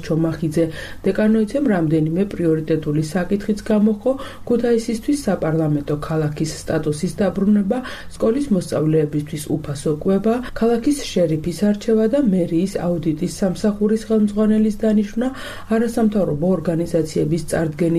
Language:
Georgian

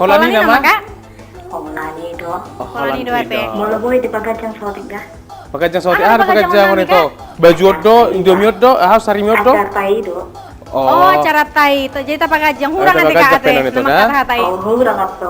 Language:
Batak Toba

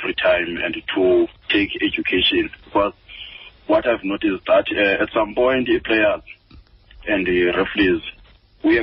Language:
Xhosa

